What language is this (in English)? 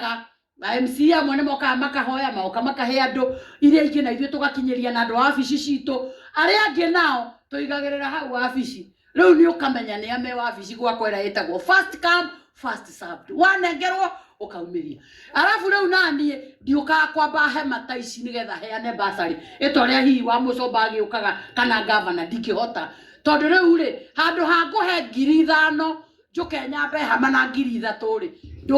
Kikuyu